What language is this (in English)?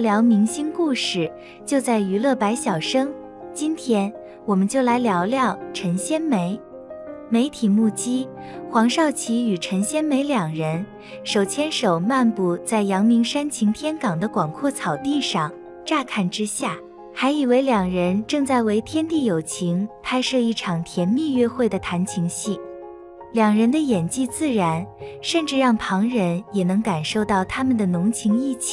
Chinese